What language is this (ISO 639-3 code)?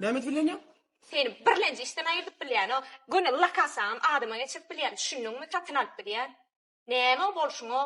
tuk